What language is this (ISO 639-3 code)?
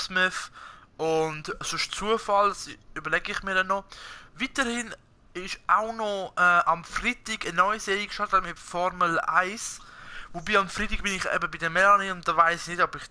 gsw